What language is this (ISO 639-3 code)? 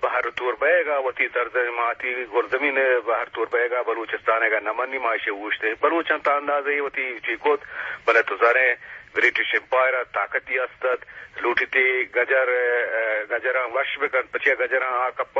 bgp